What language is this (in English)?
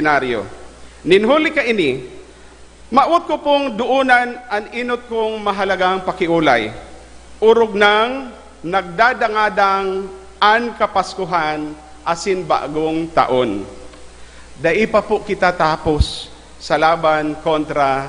Bikol